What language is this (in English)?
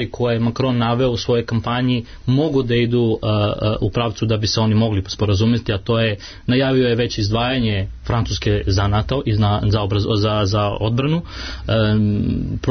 Serbian